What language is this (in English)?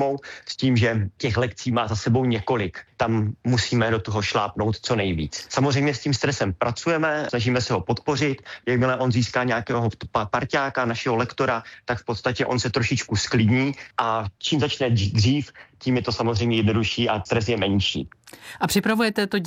Czech